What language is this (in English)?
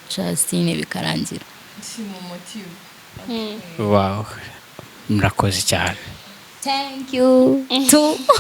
Kinyarwanda